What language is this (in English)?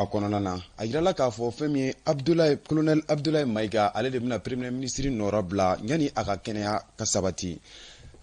Bambara